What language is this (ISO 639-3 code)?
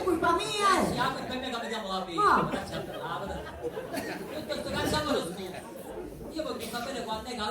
scn